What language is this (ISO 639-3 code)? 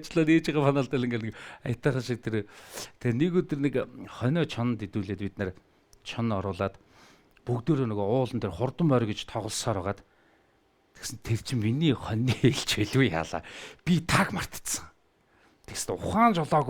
mon